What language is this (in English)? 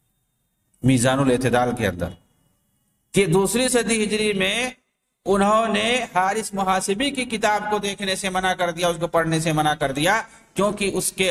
Urdu